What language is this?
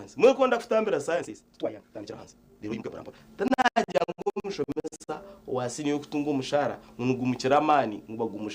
Nyankole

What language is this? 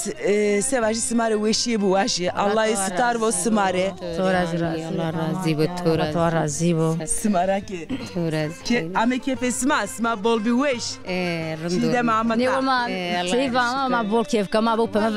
Zaza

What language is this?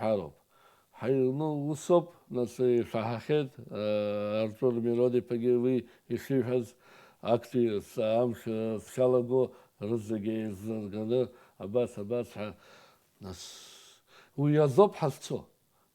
Abkhazian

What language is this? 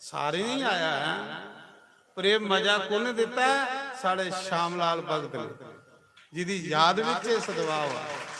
Dogri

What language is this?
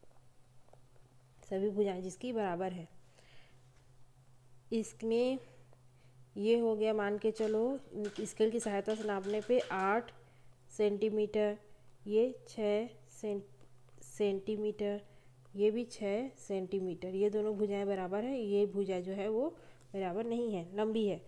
Hindi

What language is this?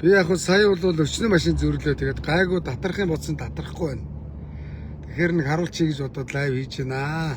Mongolian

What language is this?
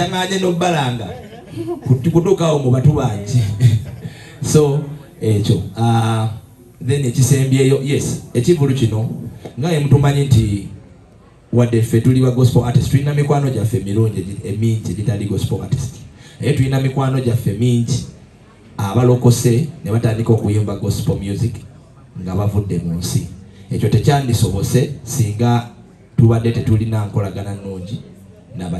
Ganda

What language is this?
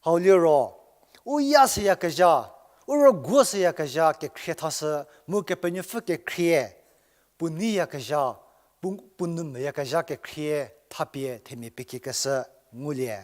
Angami Naga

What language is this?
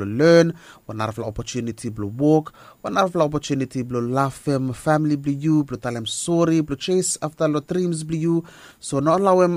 Bislama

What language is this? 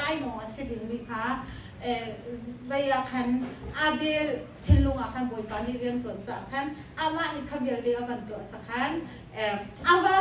Hakha Chin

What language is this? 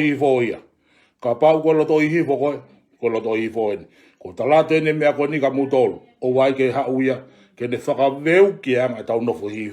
Tongan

